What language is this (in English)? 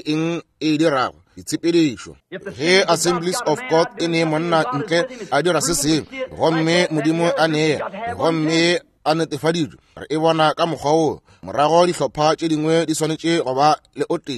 Northern Sotho